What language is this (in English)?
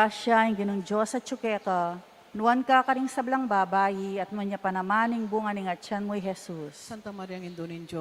Pampanga